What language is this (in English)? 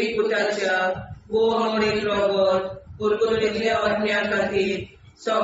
Konkani